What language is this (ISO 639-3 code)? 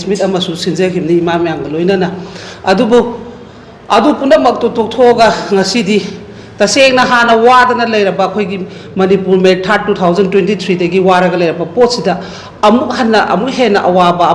mni